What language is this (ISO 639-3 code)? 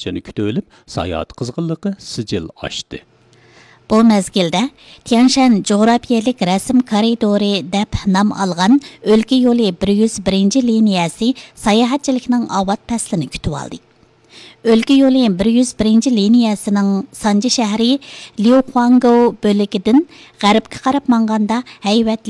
uig